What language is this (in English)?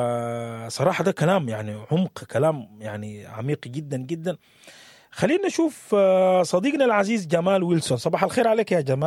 Sudanese Arabic